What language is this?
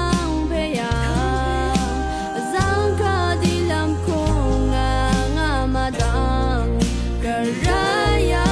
Rawang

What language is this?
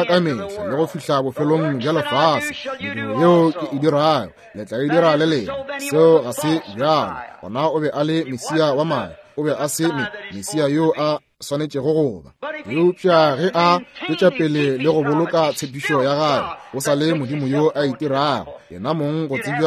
Northern Sotho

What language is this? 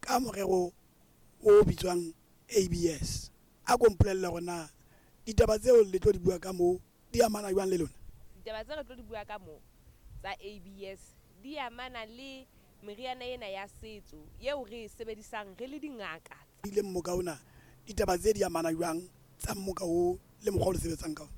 Southern Sotho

